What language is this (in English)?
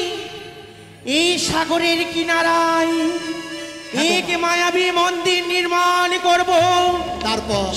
Bangla